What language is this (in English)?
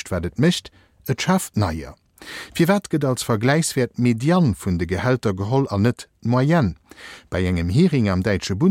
Luxembourgish